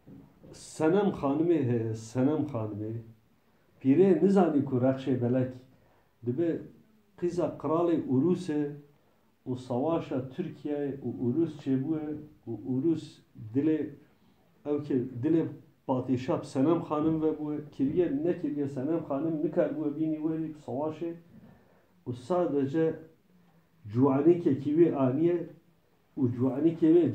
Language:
Kurdish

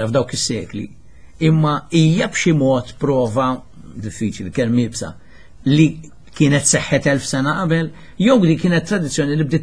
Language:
Maltese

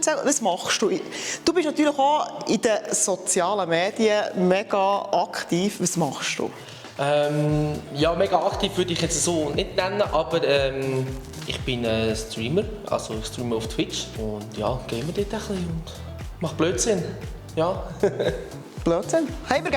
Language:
Swiss German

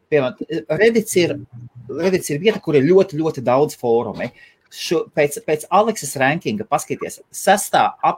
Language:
Latvian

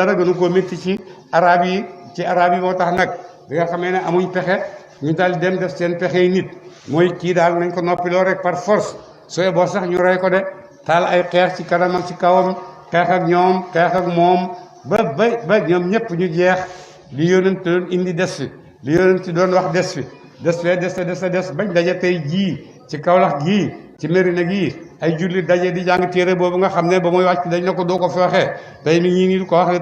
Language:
Wolof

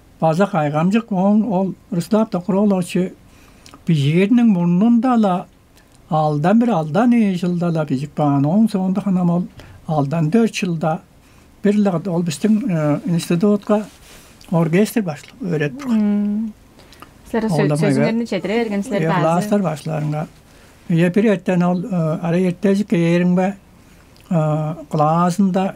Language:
Tuvinian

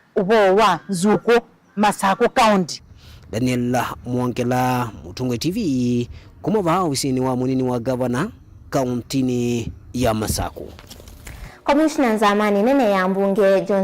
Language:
Kamba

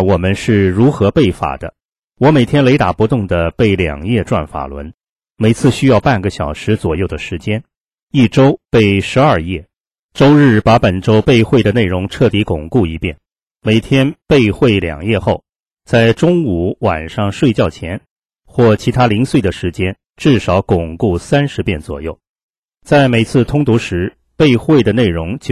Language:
Chinese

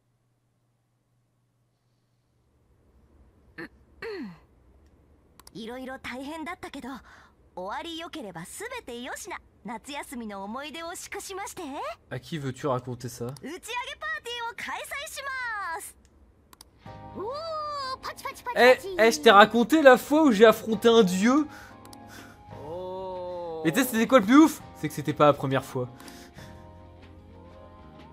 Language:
French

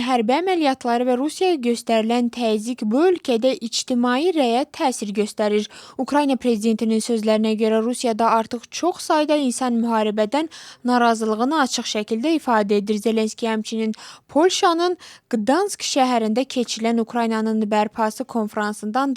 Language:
Azerbaijani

